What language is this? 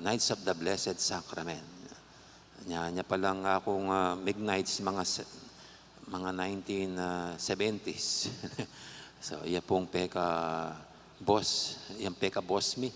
Pampanga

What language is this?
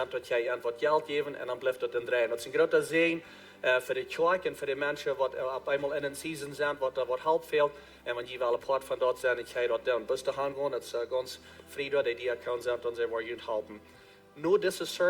Plautdietsch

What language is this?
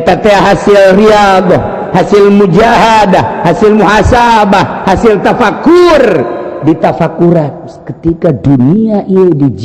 Sundanese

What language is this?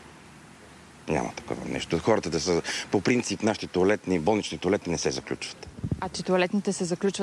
Bulgarian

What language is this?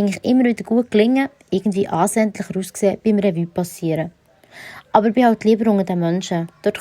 Swiss German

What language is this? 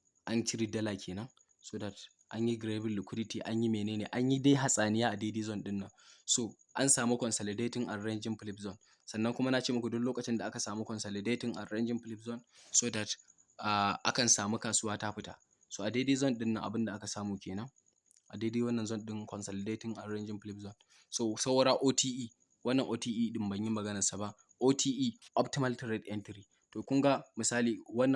Hausa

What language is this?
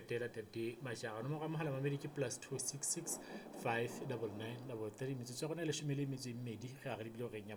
Southern Sotho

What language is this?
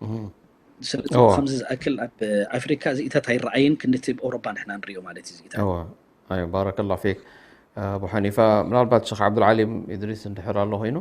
Tigrinya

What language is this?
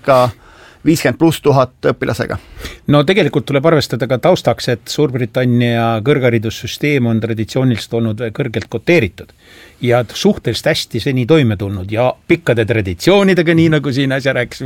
Estonian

